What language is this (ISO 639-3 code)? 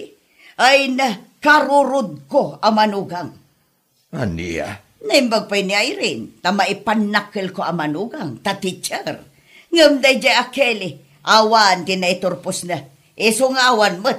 ilo